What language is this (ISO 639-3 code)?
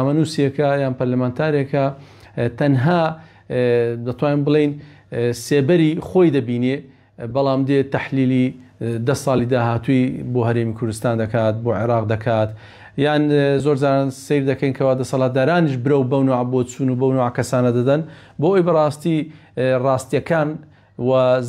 ckb